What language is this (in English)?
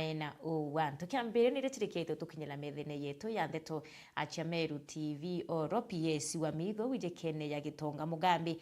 Meru